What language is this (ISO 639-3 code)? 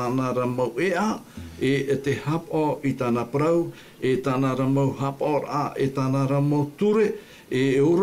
tah